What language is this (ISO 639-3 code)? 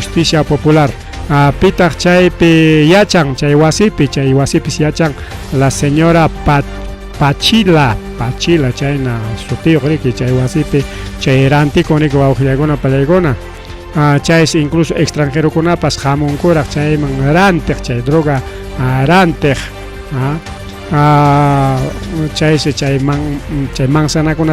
quy